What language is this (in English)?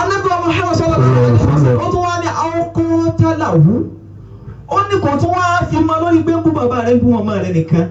Yoruba